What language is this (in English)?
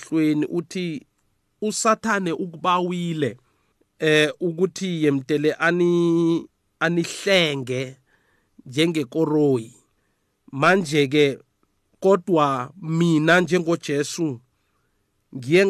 South Ndebele